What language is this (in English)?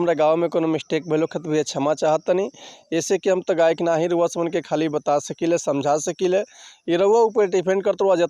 Bhojpuri